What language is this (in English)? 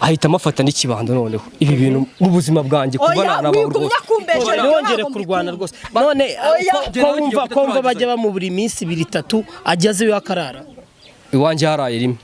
Kinyarwanda